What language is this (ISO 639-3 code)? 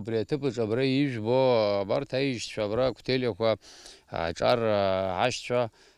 abk